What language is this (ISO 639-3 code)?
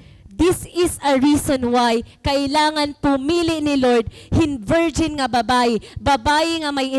war